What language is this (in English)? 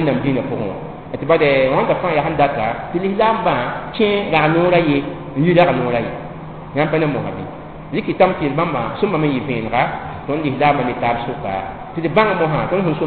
Mossi